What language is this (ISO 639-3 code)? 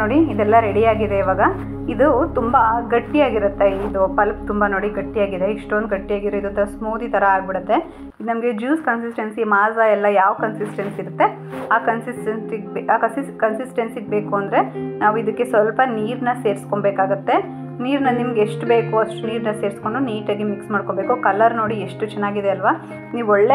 kan